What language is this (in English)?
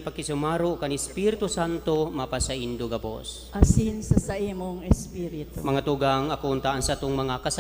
Bikol